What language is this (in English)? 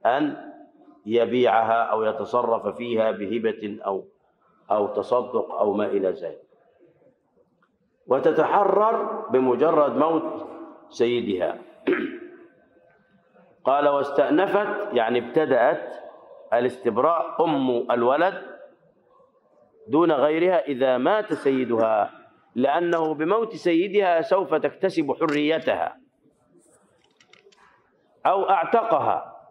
Arabic